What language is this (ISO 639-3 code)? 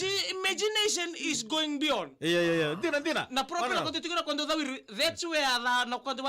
fij